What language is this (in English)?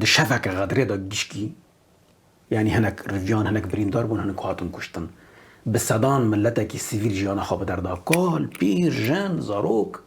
Kurdish